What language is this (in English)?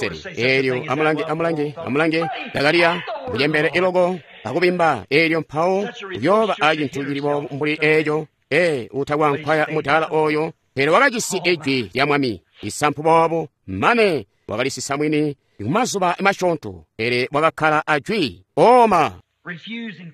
Tonga (Zambia)